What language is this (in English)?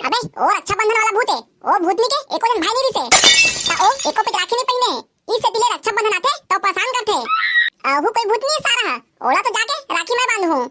Chhattisgarhi